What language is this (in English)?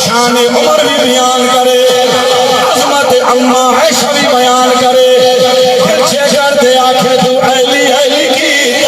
Saraiki